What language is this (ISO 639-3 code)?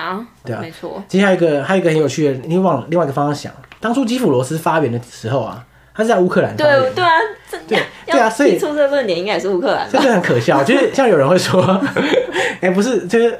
zho